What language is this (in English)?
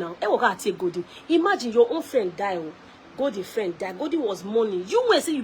Nigerian Pidgin